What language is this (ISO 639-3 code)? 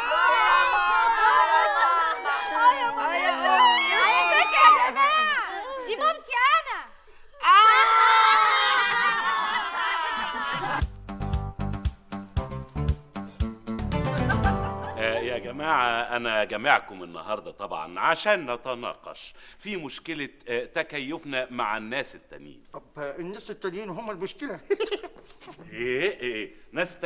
arz